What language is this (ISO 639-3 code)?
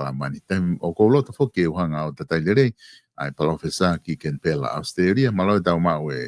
ton